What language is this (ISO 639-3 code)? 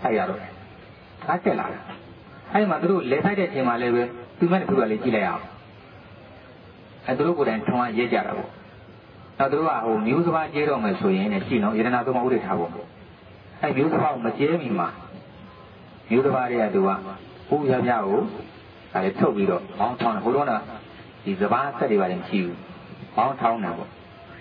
mya